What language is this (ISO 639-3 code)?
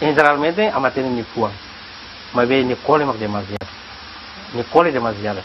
tet